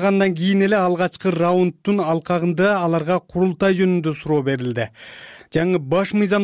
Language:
Kyrgyz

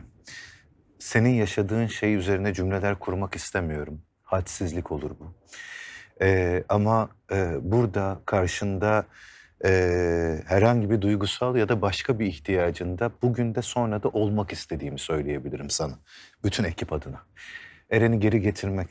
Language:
Turkish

